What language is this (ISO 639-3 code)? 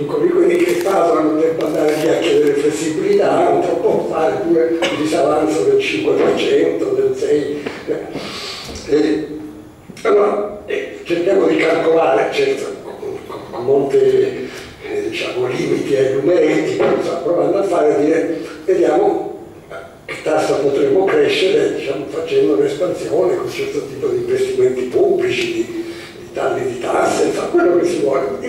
ita